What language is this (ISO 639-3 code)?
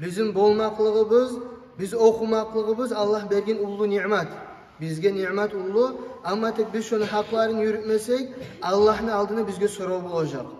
kum